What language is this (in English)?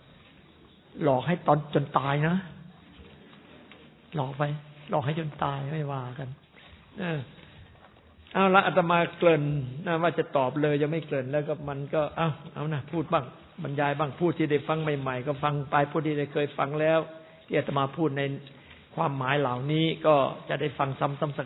Thai